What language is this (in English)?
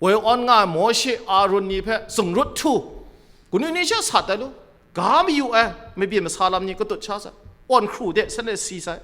Kachin